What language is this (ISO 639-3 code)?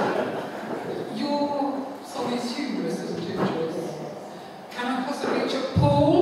eng